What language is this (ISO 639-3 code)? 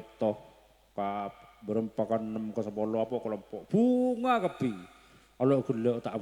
mad